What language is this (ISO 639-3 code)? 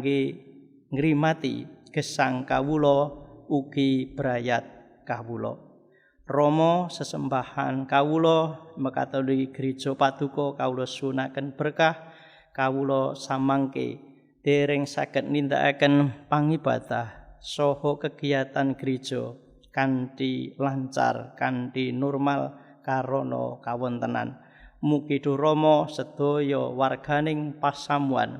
jav